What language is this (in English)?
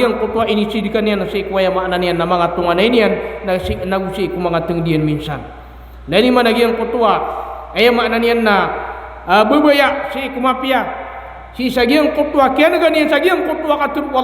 Maranao